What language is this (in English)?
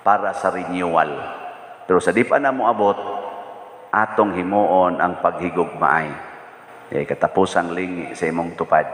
Cebuano